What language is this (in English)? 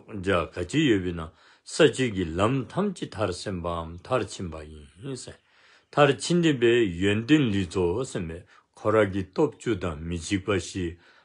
Dzongkha